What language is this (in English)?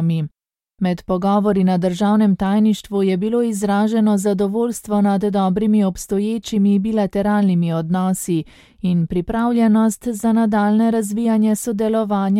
Slovenian